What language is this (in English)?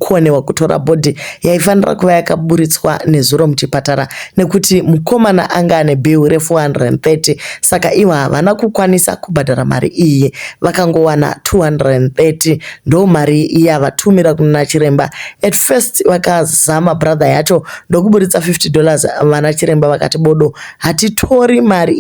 Shona